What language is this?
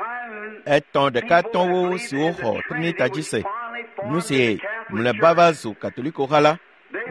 Ewe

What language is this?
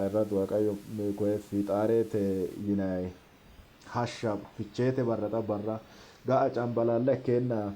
Sidamo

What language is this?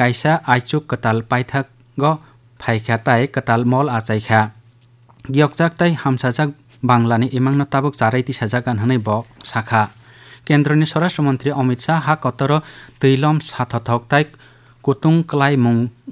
Kok Borok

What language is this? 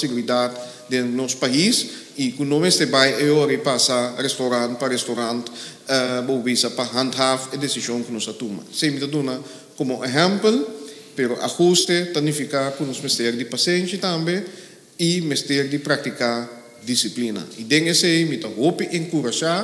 Papiamento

